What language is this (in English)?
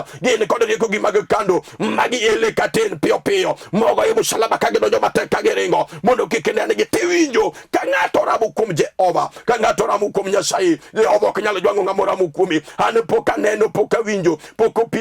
Luo (Kenya and Tanzania)